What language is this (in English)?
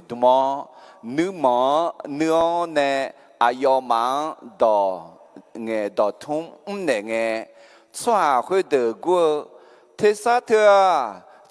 Akha